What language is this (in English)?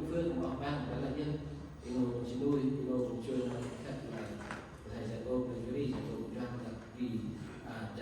Central Mnong